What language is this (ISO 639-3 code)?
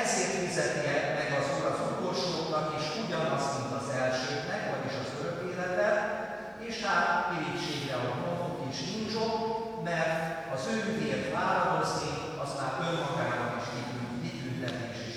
hun